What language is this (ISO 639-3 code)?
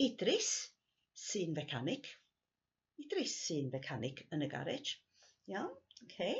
cym